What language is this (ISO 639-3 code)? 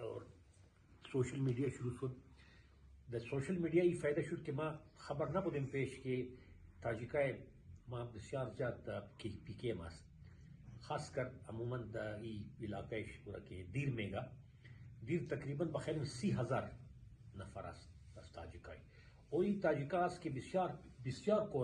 fas